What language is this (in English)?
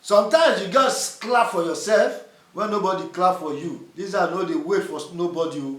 Nigerian Pidgin